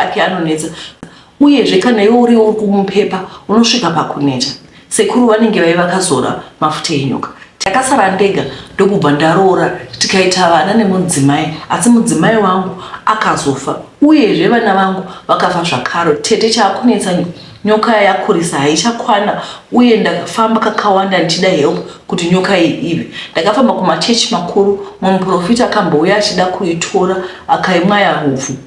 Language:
Shona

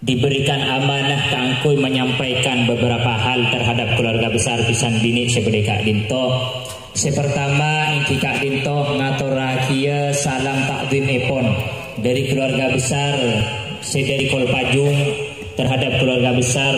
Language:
Madurese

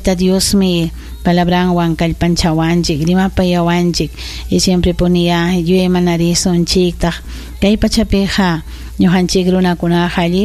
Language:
Ayacucho Quechua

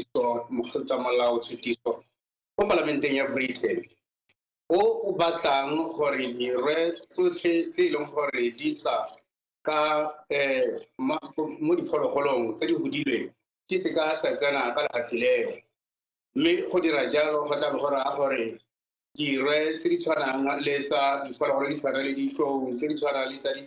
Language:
Tswana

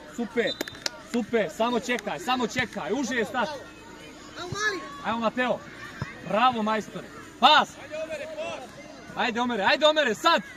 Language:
Croatian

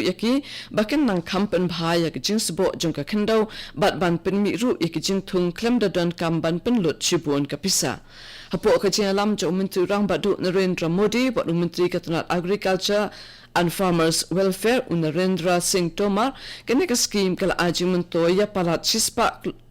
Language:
Khasi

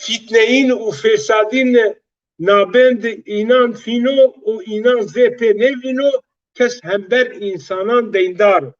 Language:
Zaza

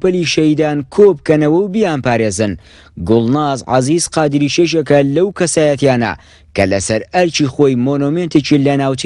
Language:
Central Kurdish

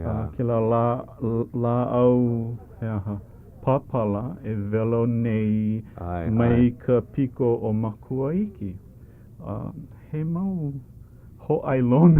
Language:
Hawaiian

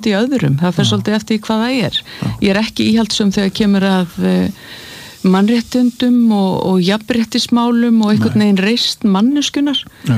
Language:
Icelandic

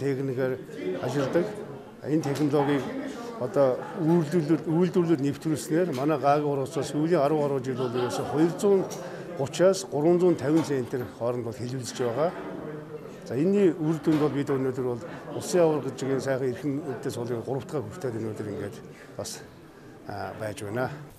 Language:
Mongolian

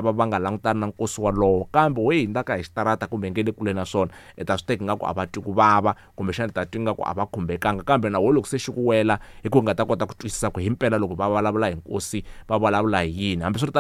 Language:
Tsonga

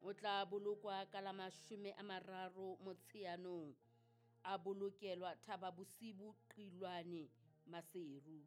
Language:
Southern Sotho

